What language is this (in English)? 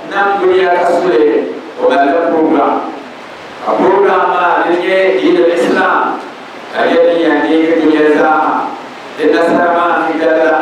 Dagbani